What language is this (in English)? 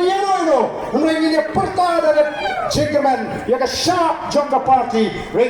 Khasi